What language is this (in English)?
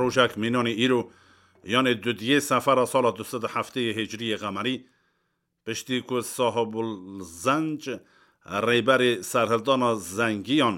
Kurdish